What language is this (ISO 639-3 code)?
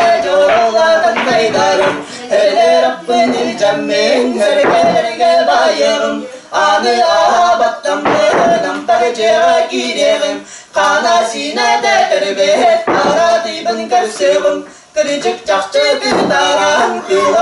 sah